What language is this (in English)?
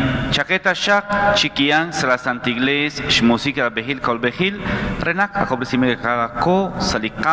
Kekchí